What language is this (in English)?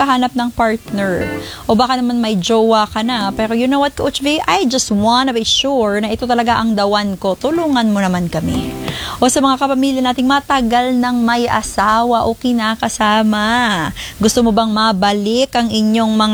Filipino